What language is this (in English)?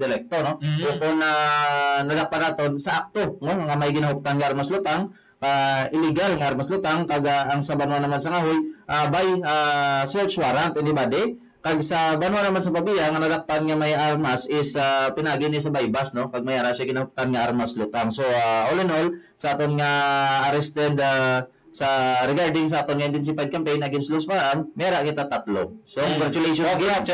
Hiligaynon